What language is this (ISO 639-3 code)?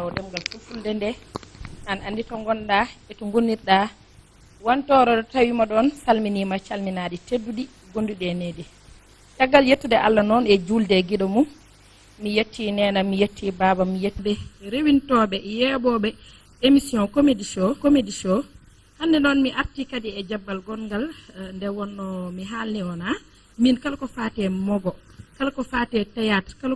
ful